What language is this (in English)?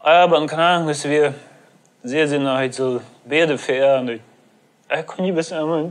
Plautdietsch